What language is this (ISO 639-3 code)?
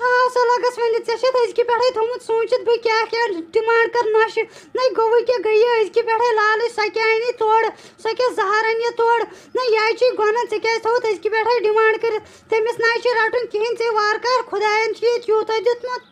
kas